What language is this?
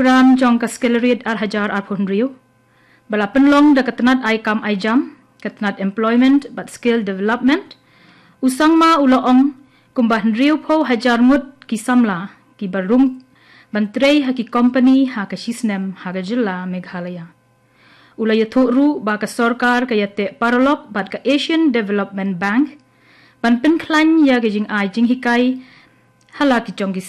Khasi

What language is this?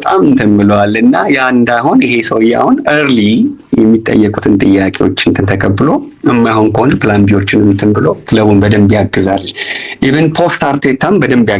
Amharic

